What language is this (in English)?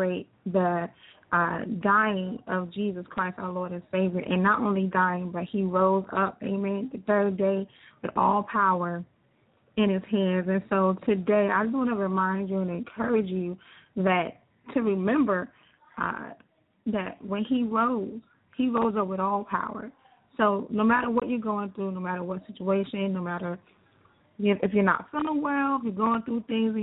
English